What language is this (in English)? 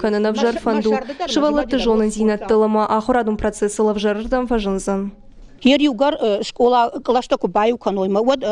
Ossetic